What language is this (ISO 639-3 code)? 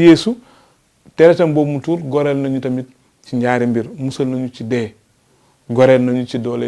wol